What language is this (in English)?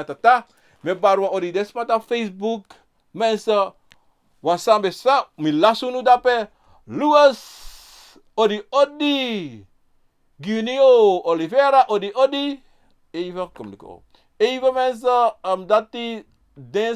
Sranan Tongo